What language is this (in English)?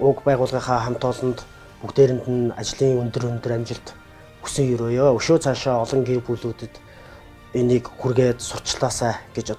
Mongolian